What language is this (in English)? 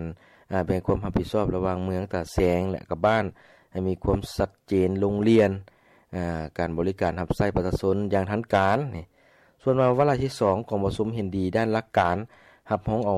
Lao